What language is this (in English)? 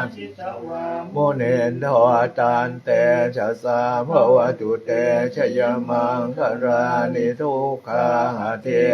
Pali